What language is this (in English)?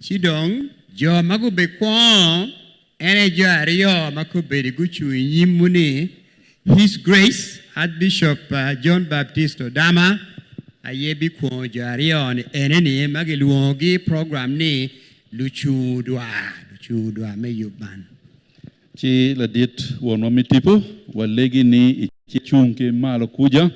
Acoli